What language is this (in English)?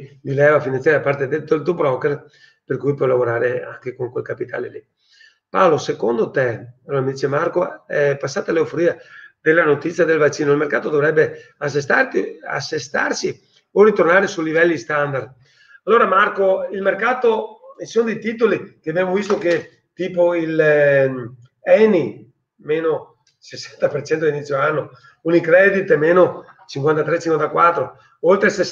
Italian